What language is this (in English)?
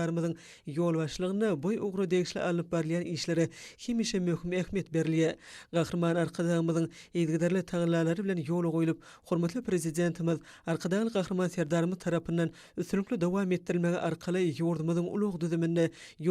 Turkmen